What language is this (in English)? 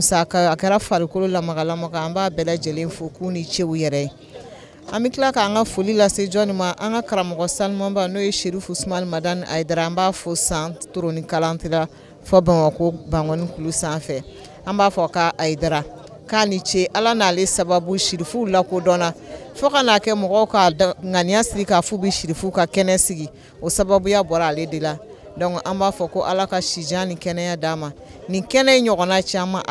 Bambara